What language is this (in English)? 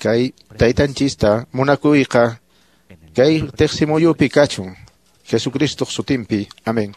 Quechua